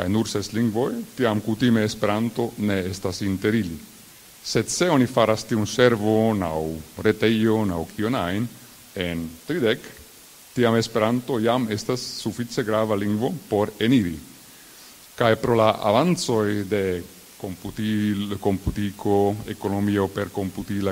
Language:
Esperanto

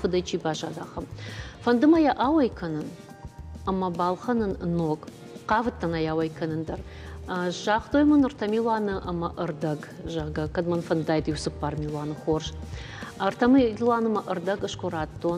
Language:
Ossetic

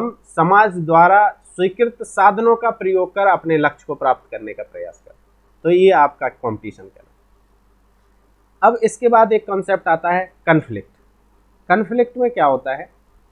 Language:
Hindi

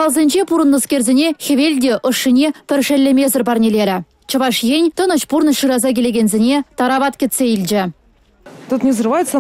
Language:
Chuvash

